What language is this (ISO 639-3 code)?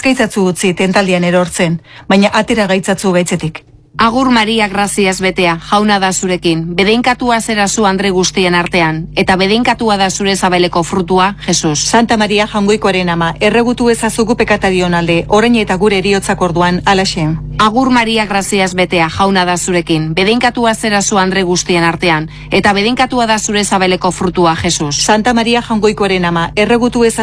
eus